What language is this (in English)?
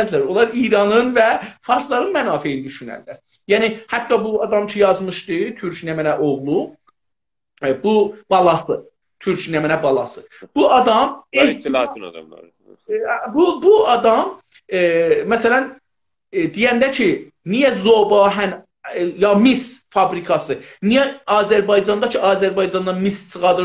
South Azerbaijani